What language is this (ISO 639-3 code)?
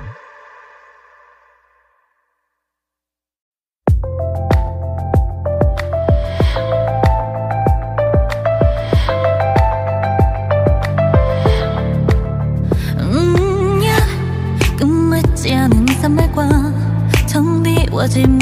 kor